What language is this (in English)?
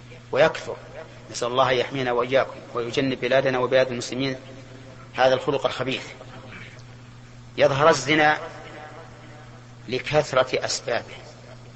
Arabic